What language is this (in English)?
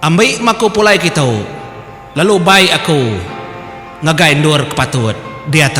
Iban